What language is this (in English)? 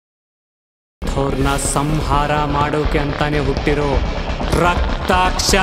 Kannada